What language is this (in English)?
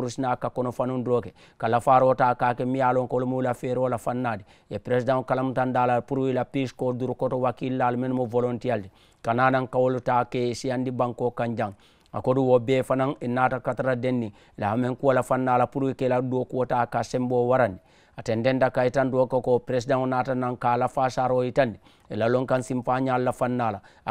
Mandingo